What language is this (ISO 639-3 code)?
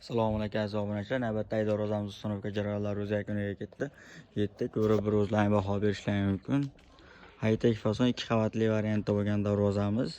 uzb